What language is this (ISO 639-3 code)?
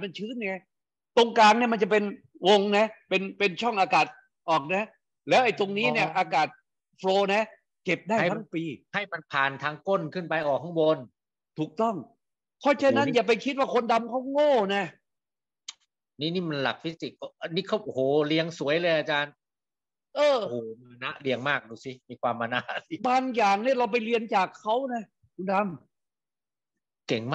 tha